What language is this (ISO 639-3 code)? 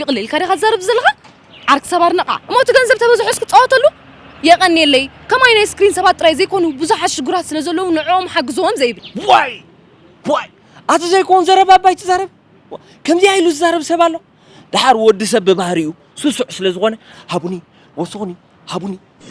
tir